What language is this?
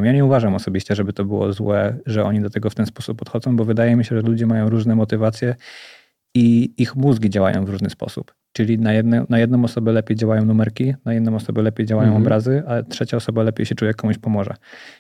Polish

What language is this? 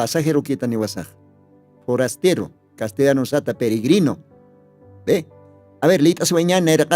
Aymara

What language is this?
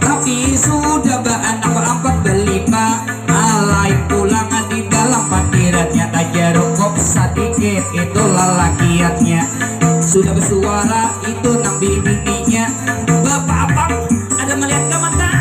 Banjar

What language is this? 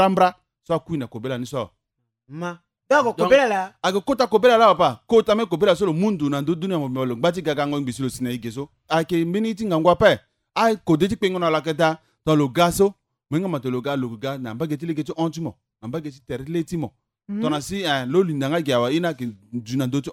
Sango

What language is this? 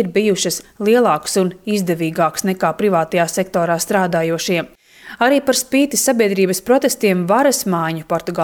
Latvian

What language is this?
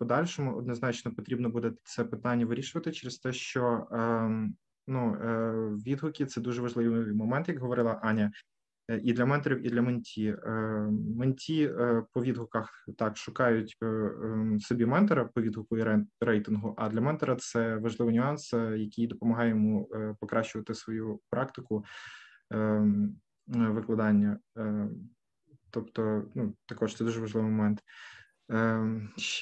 Ukrainian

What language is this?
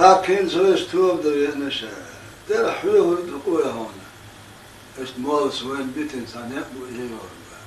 Chechen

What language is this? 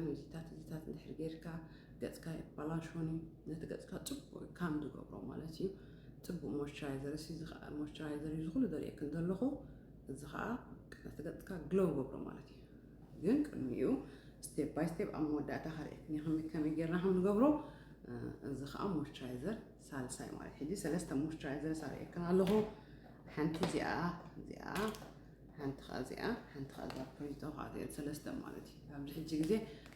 Tigrinya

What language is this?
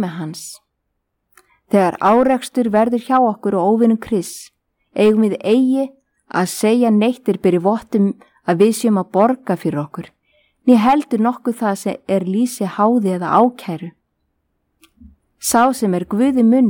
Icelandic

